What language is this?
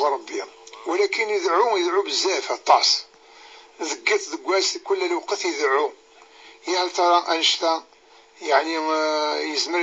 Kabyle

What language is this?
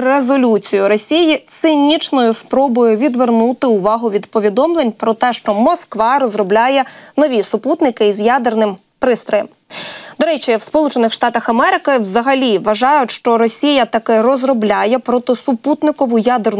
Ukrainian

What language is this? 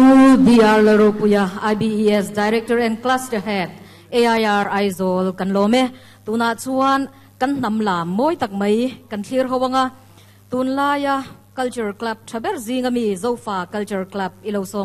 Mizo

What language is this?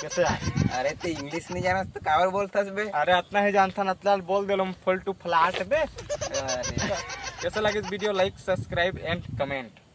Chhattisgarhi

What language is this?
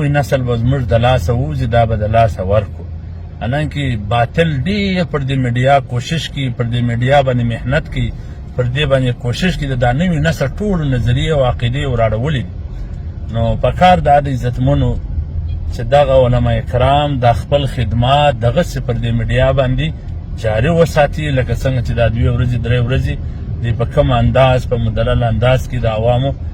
Pashto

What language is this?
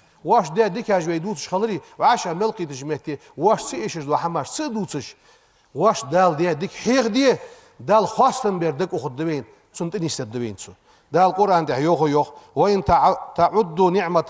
Ingush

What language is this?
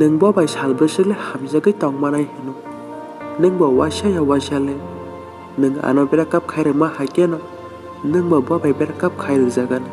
Kok Borok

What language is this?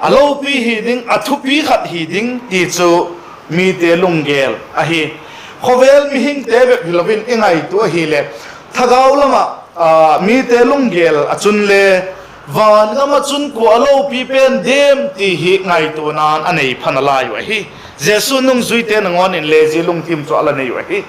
Vaiphei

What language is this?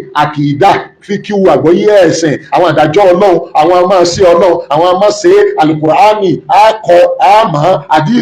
Yoruba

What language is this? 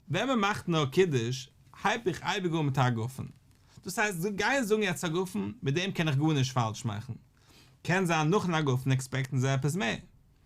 Yiddish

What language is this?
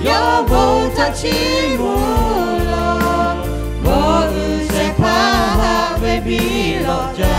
Lahu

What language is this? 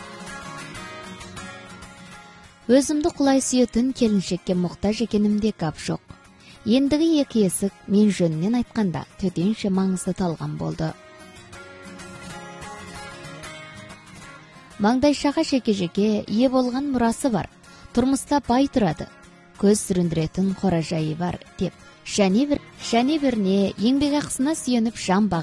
Kazakh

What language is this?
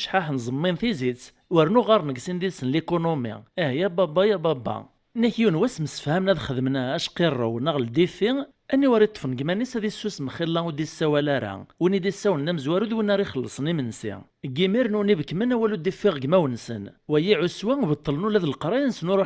Kabyle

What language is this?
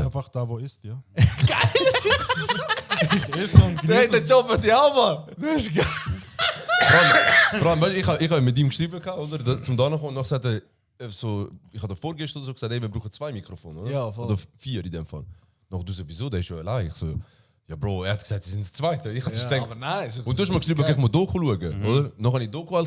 Swiss German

